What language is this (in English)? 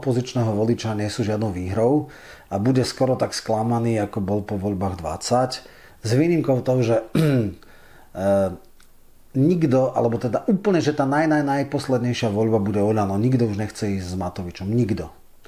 Slovak